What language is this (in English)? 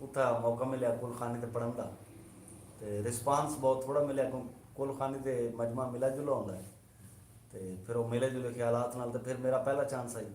Saraiki